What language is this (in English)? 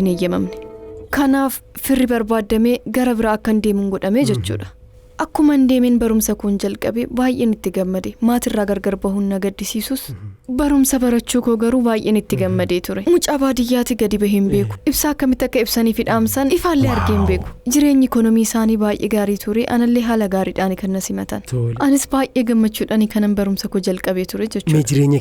Oromo